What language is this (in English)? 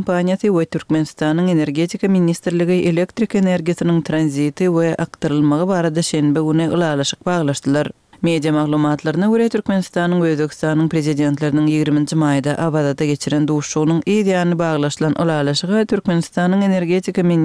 Turkmen